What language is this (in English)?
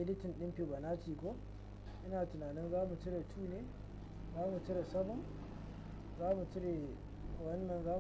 Hausa